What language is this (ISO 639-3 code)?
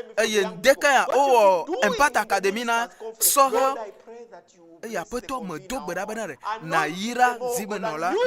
ewe